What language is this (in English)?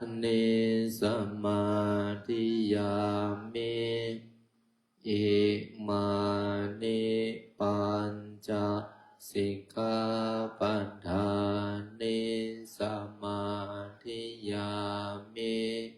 Pali